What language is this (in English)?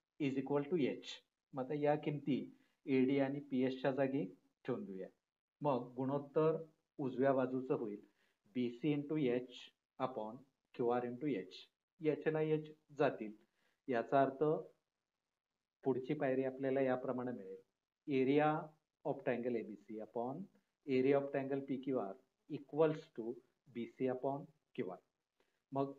Marathi